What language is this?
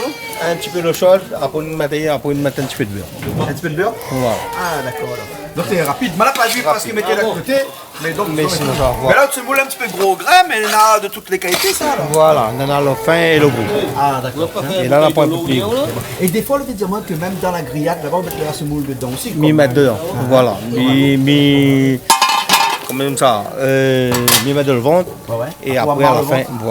Réunion Creole French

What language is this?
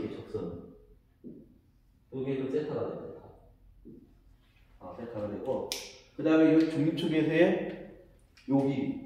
Korean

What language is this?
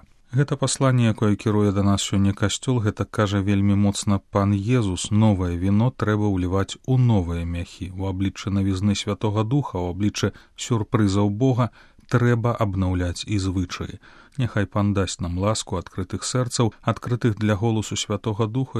Belarusian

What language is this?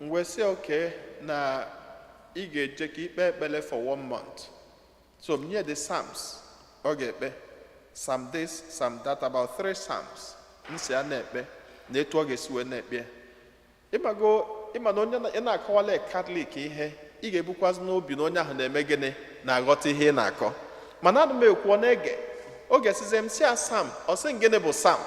Igbo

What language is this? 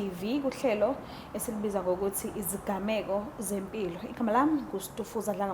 Zulu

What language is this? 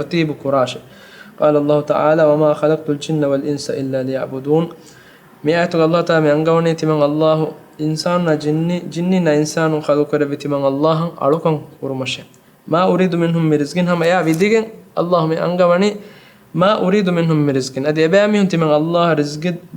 Divehi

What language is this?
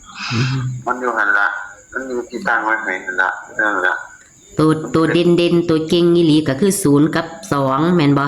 Northeastern Thai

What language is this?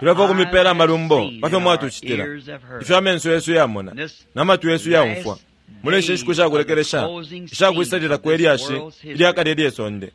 Bemba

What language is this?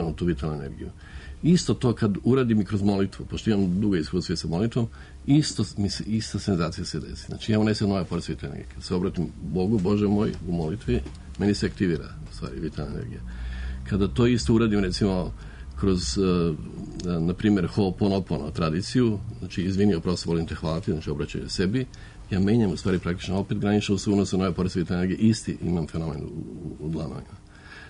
Serbian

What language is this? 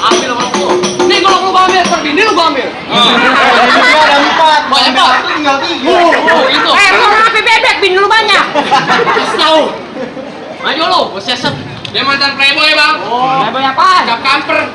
Betawi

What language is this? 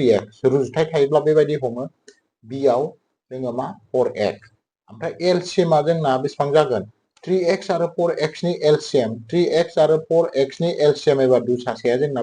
Bodo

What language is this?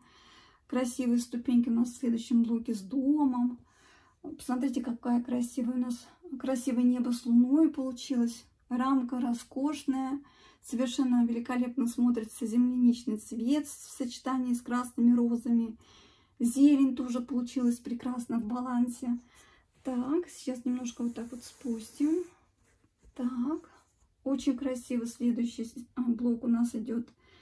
Russian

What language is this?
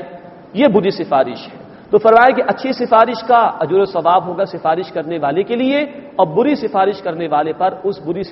Urdu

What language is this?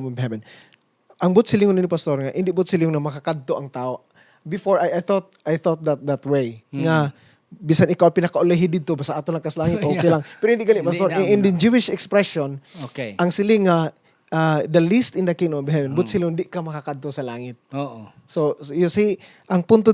Hiligaynon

